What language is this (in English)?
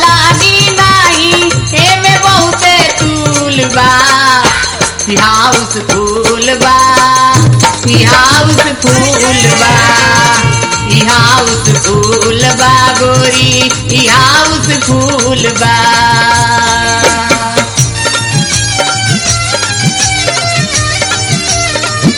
Bhojpuri